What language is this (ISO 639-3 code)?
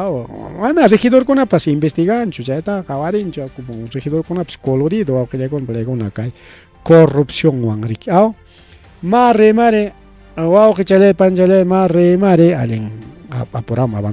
quy